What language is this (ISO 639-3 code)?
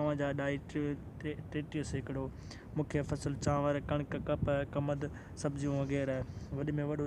snd